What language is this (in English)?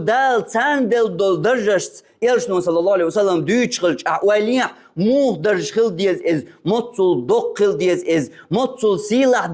Chechen